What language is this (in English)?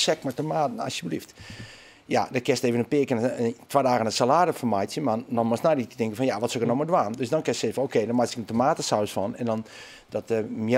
Western Frisian